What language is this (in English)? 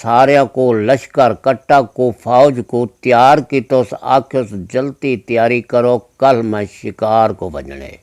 Saraiki